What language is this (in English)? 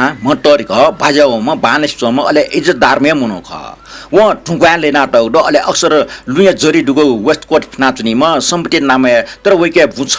Newari